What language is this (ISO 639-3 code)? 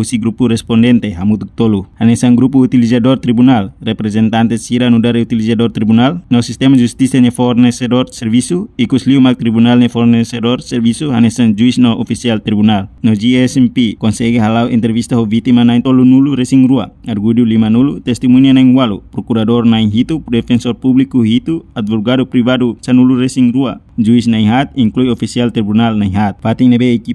tet